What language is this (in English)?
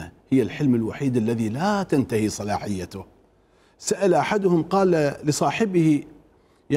Mesopotamian Arabic